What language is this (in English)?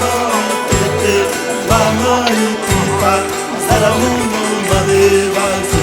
Xavánte